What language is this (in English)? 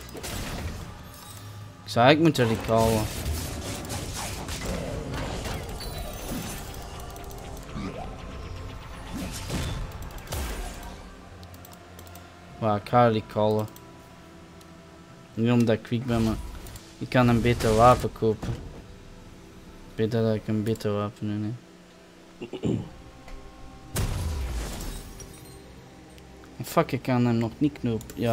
Dutch